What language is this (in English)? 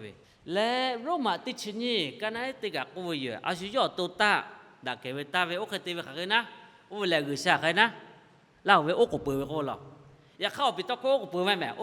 Lahu